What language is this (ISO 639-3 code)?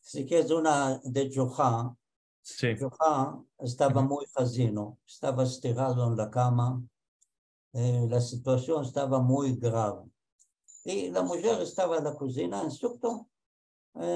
lad